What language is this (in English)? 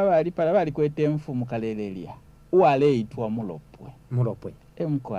Bemba